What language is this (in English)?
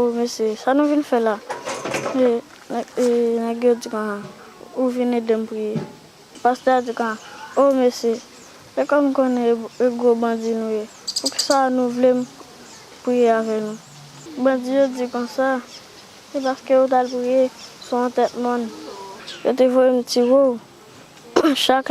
Haitian Creole